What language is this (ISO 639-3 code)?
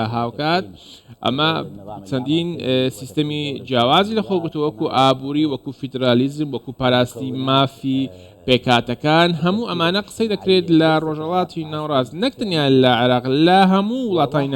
ckb